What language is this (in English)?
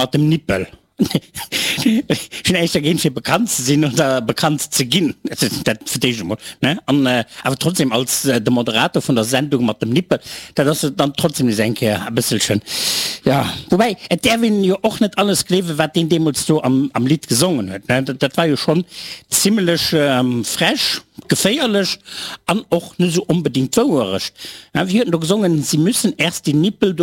Luxembourgish